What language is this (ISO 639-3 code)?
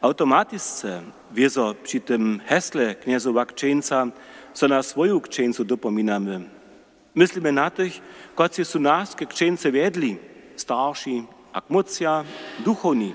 hsb